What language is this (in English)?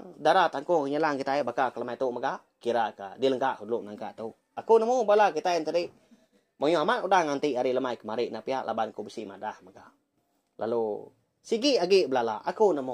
Iban